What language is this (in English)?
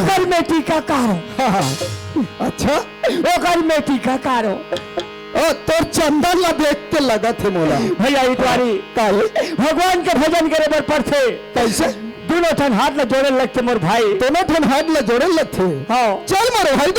Chhattisgarhi